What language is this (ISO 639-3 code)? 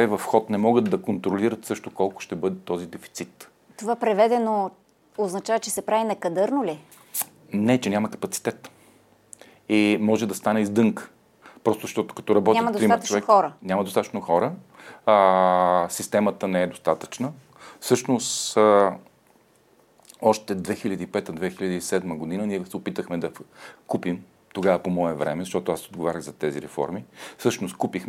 bul